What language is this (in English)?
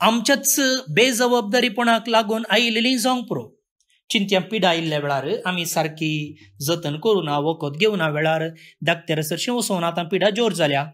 Konkani